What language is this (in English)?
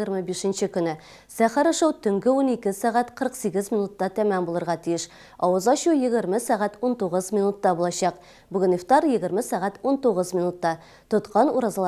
Tatar